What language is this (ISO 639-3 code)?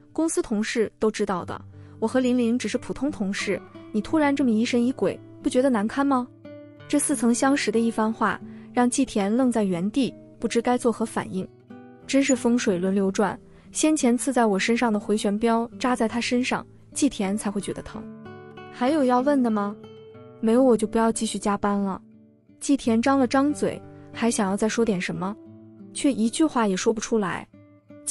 zho